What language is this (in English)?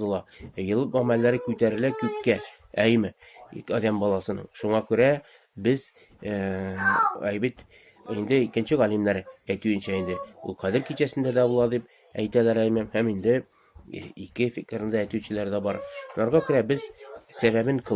Tatar